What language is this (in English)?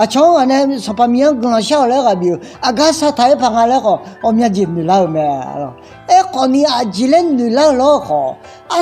Akha